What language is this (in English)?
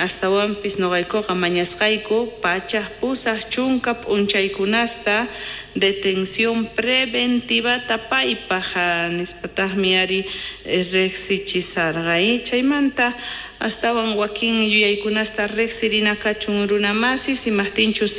South Bolivian Quechua